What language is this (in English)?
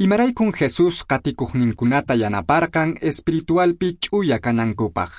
Quechua